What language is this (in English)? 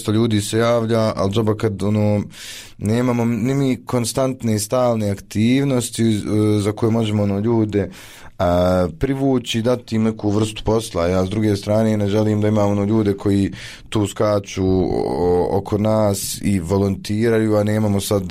Bosnian